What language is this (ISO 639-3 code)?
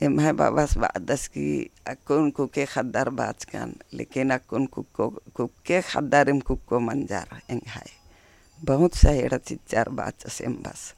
kru